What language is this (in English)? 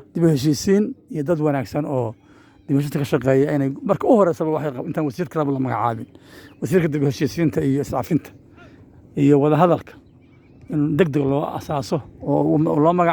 Somali